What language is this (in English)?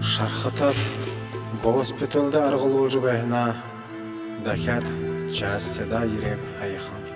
Buriat